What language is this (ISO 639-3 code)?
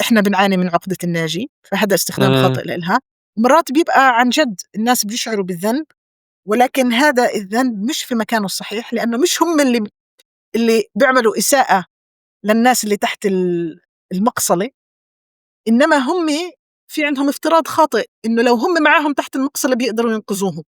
apc